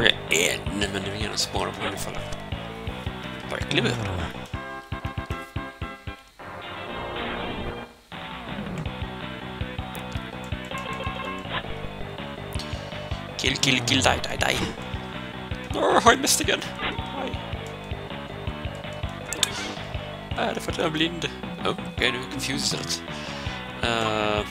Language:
Swedish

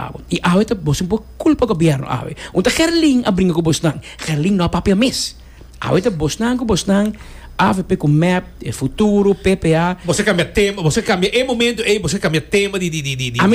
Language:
Papiamento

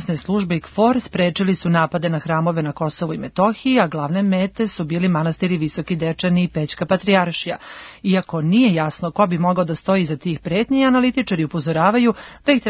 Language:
Serbian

